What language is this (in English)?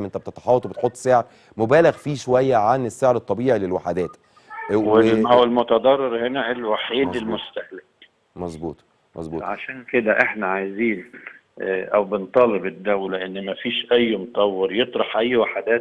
Egyptian Arabic